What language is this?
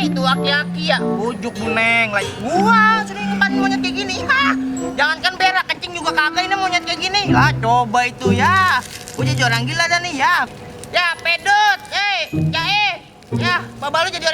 Betawi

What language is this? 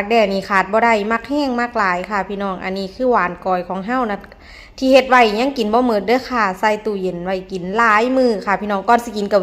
Northeastern Thai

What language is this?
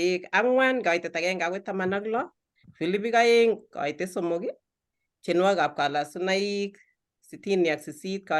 Kalenjin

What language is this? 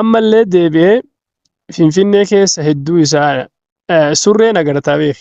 Oromo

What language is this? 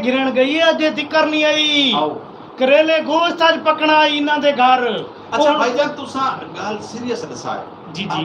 Saraiki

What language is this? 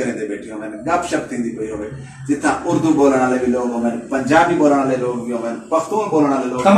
Saraiki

